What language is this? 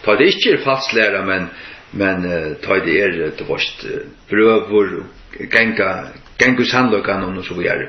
Faroese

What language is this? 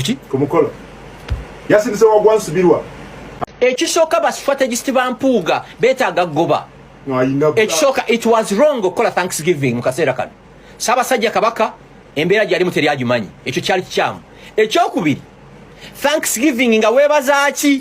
Ganda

